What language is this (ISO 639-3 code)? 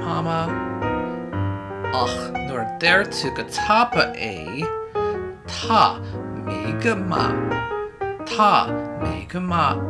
gle